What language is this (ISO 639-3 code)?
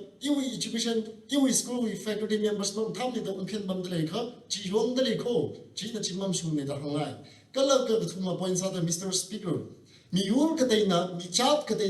nmf